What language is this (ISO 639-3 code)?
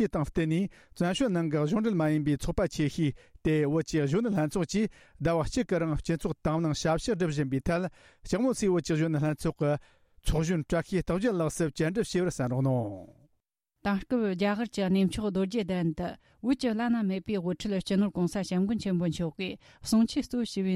bod